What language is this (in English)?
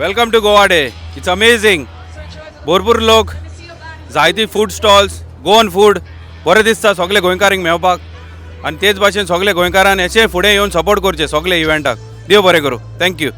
Konkani